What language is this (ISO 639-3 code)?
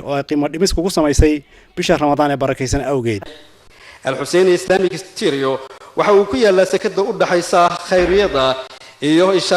som